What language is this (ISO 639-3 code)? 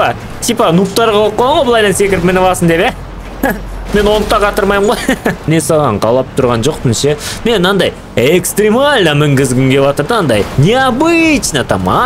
kaz